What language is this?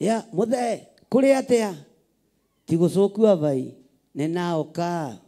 Kikuyu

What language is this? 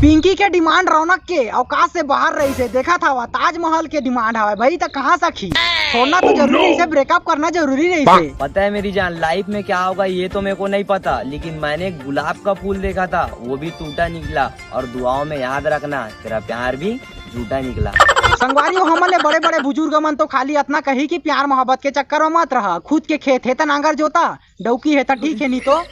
Chhattisgarhi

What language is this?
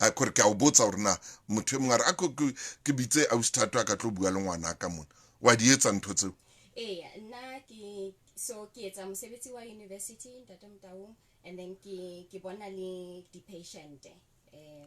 Southern Sotho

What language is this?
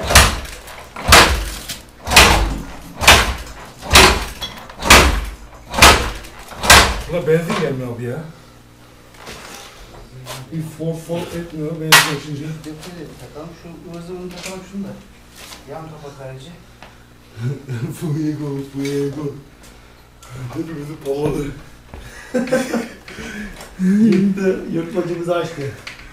Turkish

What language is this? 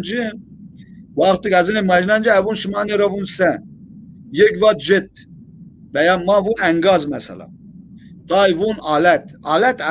Zaza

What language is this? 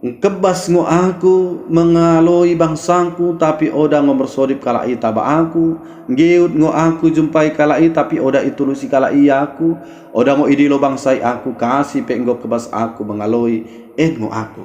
Batak Dairi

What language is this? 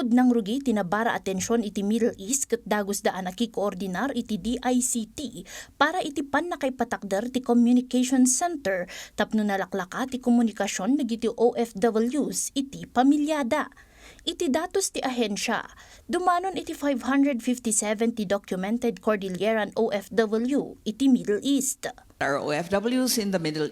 Iloko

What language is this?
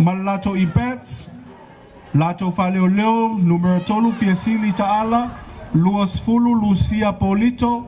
Samoan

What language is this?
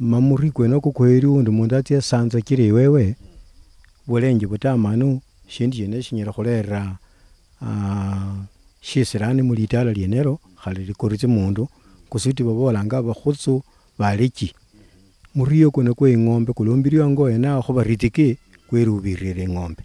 Luyia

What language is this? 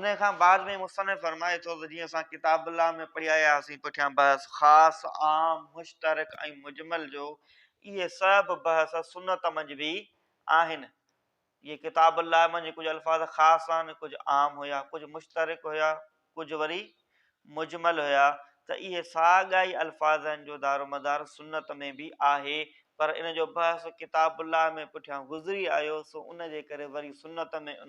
Sindhi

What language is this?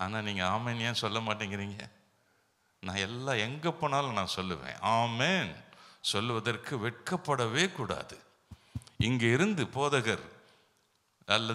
Tamil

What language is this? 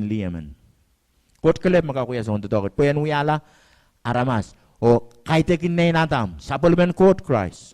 Pohnpeian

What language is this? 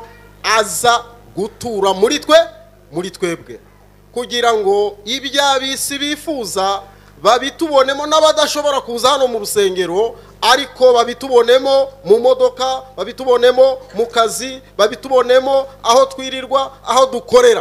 Kinyarwanda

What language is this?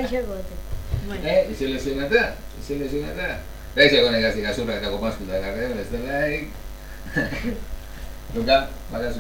Basque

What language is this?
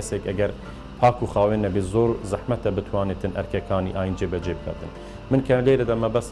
Central Kurdish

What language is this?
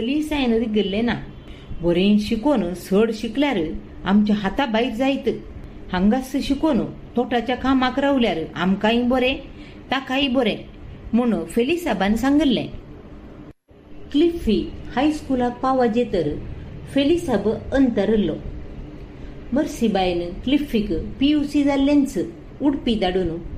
Konkani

